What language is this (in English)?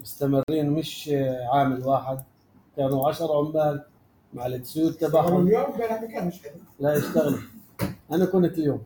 North Levantine Arabic